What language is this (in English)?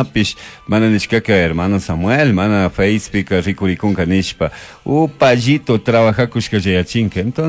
Chimborazo Highland Quichua